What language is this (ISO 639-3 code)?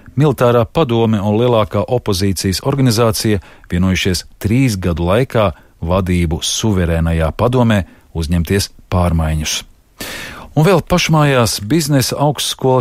lav